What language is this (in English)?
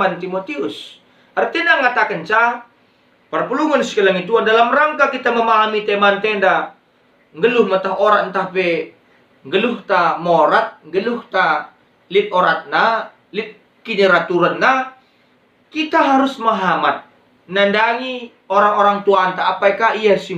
Batak Karo